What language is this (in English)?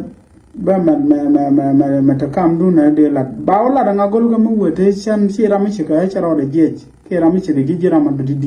Nuer